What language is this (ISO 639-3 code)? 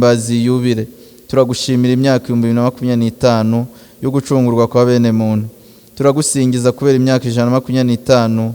kin